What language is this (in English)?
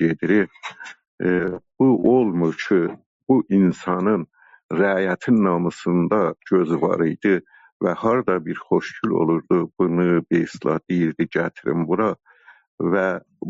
South Azerbaijani